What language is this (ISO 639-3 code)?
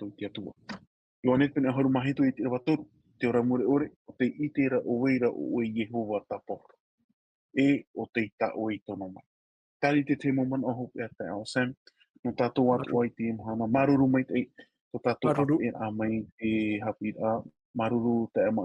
tah